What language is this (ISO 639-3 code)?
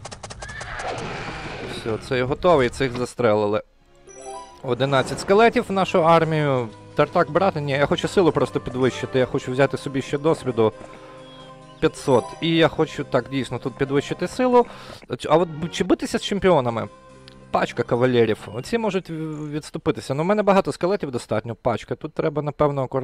ukr